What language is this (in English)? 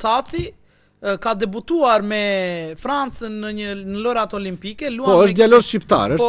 Albanian